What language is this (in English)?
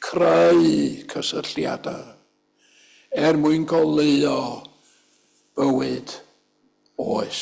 Welsh